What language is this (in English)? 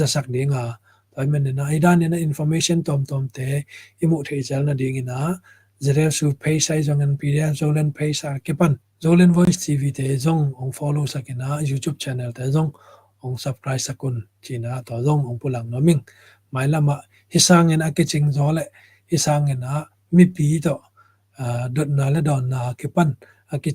Tedim Chin